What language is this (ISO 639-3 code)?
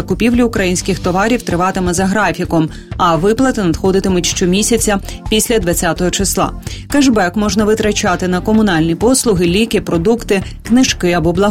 ukr